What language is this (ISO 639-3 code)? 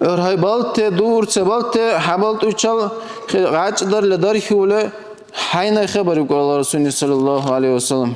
dar